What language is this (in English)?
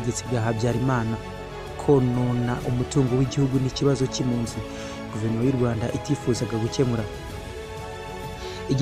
Kinyarwanda